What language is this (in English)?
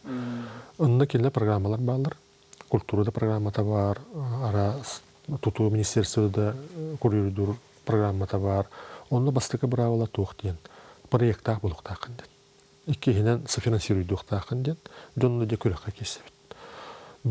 Yakut